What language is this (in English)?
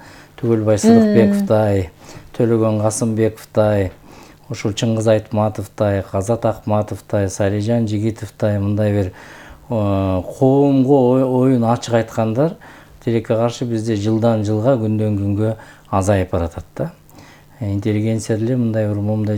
Kyrgyz